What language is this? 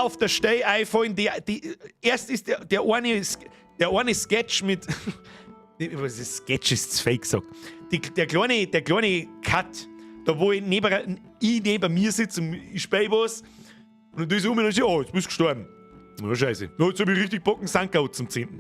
Bavarian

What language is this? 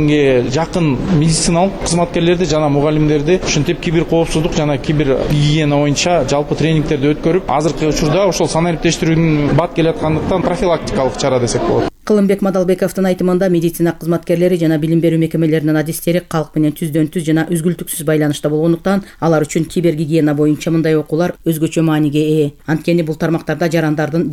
Kyrgyz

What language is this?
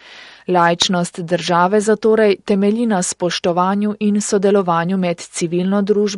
Slovenian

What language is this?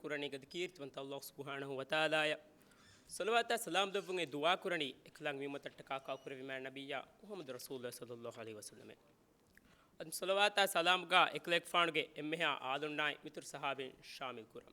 Divehi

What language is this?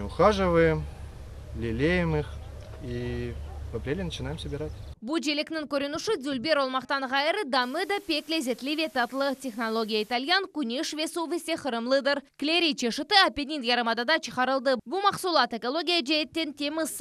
Crimean Tatar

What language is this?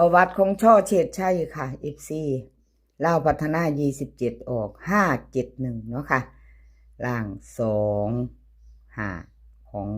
Northeastern Thai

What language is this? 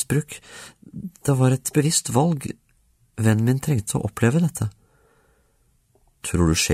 Norwegian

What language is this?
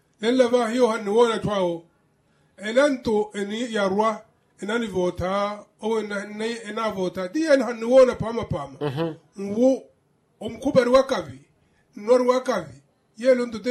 Makhuwa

